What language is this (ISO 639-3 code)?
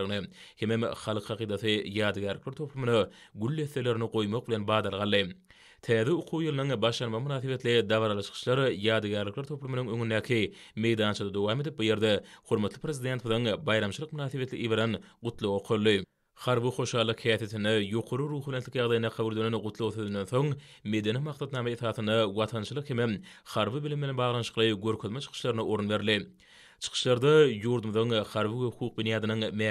tuk